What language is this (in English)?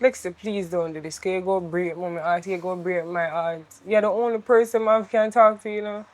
Jamaican Creole English